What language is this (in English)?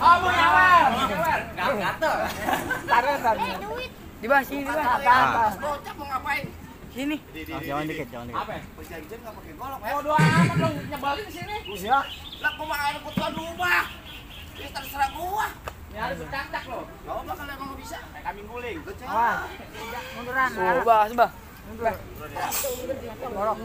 Betawi